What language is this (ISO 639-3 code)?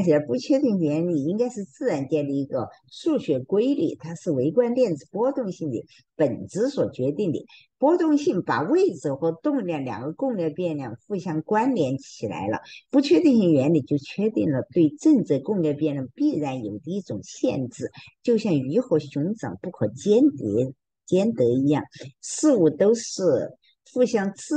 zho